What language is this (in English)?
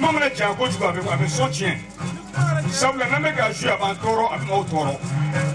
Bambara